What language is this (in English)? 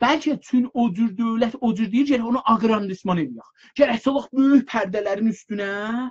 South Azerbaijani